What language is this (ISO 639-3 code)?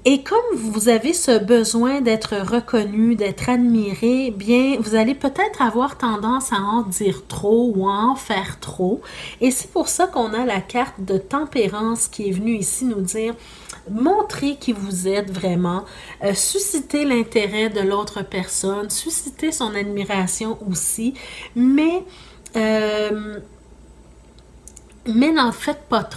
fra